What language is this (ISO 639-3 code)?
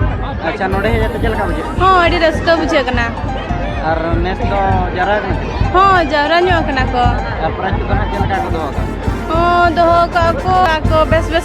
sat